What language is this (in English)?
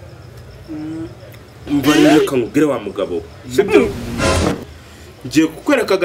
Kinyarwanda